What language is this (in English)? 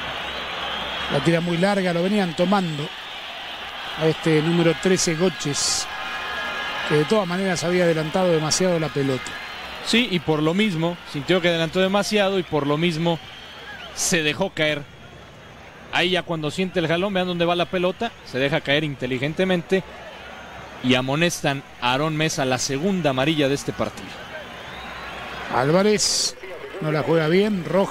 Spanish